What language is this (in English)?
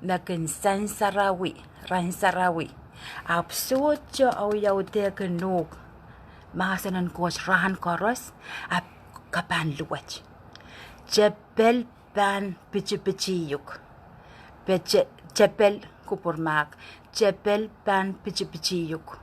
Pohnpeian